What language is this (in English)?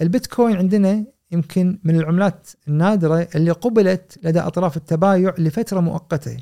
Gulf Arabic